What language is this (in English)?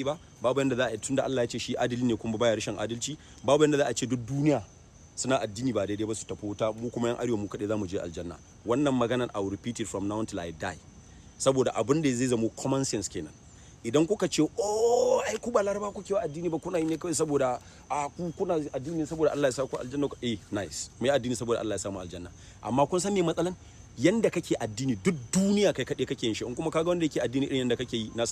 Hausa